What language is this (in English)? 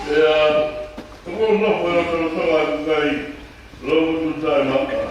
Tongan